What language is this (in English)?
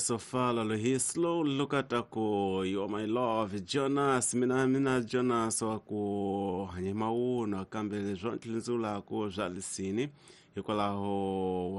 Tsonga